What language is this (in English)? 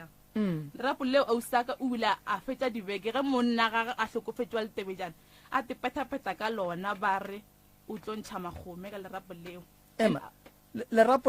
Northern Sotho